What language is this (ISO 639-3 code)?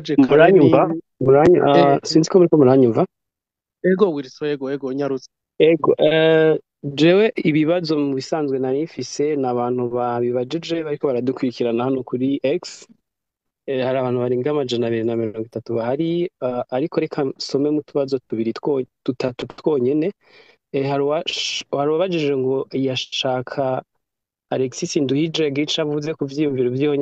run